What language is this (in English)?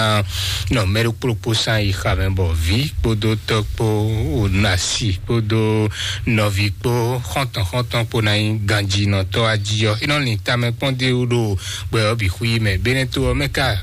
Fon